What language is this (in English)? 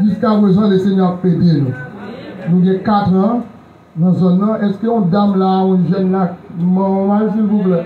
Haitian Creole